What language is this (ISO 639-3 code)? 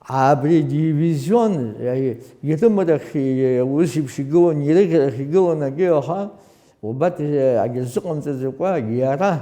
abk